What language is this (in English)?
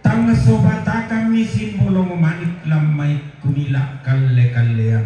Toraja-Sa'dan